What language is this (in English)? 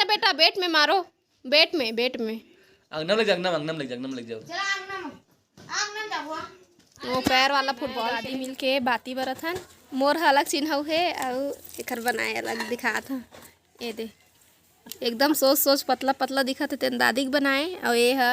Chhattisgarhi